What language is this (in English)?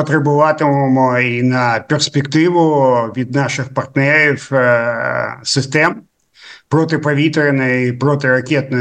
Ukrainian